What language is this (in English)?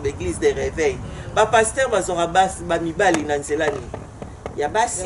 Lingala